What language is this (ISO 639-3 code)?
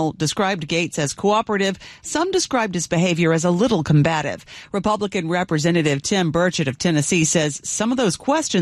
eng